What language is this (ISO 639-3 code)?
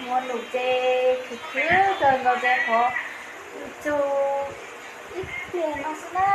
hmn